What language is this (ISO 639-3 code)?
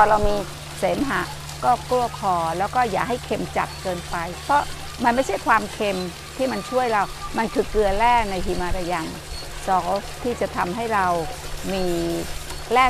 tha